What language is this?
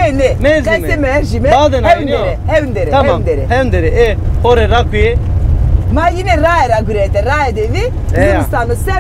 Zaza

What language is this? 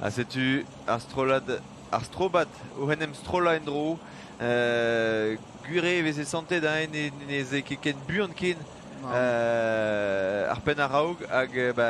Breton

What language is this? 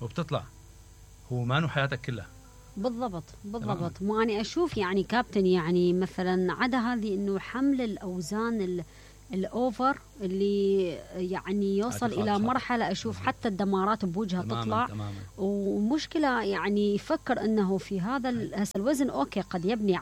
Mesopotamian Arabic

